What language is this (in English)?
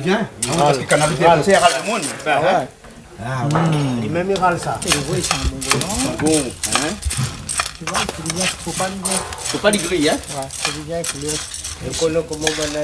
Réunion Creole French